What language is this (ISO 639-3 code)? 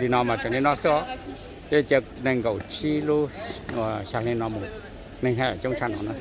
hmn